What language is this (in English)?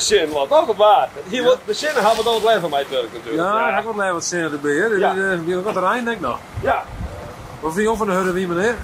Western Frisian